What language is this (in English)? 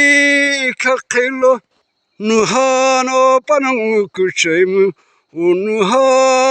Sumi Naga